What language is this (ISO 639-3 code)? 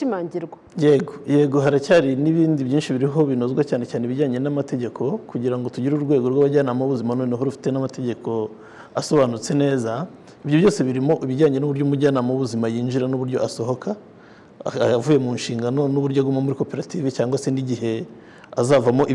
kin